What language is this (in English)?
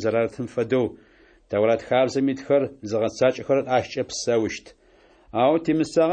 Adyghe